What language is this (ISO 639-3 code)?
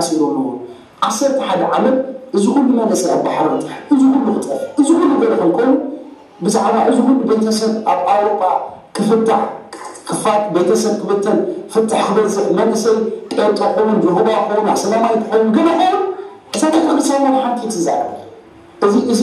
tir